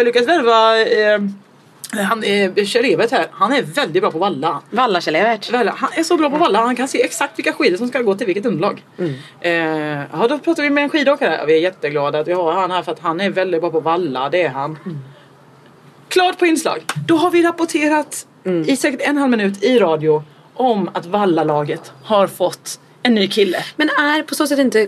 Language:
Swedish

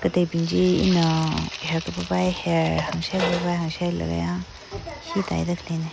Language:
Tangkhul Naga (India)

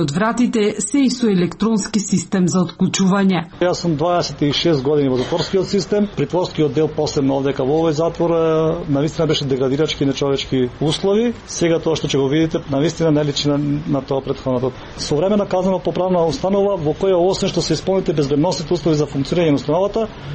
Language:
Macedonian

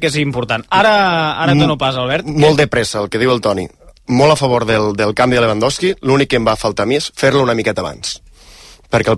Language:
Catalan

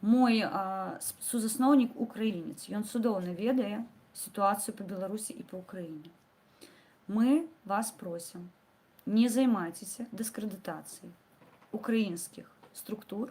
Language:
Belarusian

